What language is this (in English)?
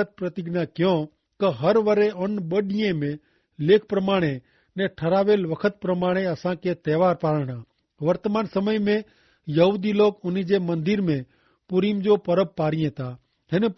Kachhi